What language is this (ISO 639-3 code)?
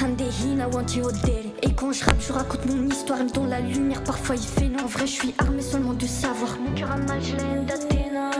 ful